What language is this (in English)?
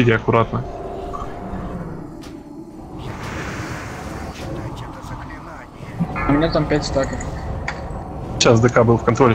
Russian